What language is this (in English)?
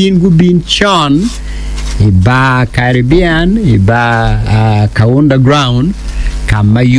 Acoli